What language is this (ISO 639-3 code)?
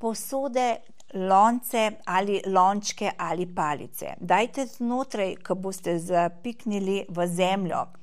slv